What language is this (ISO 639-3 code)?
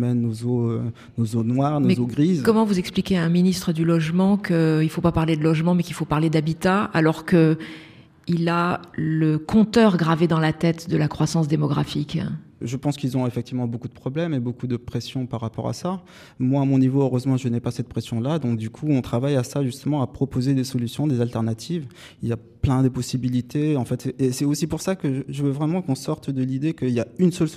fra